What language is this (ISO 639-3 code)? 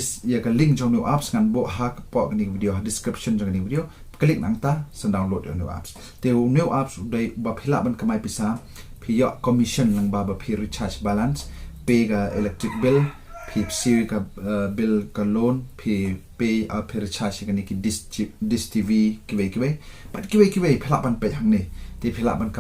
kha